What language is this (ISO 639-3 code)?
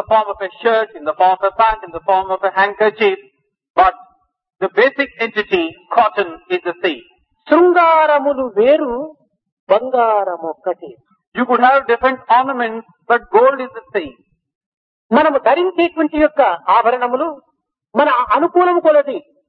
tel